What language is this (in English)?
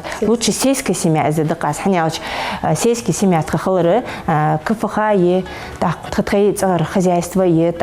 Ingush